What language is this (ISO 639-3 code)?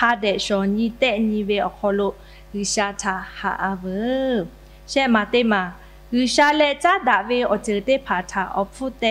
lhu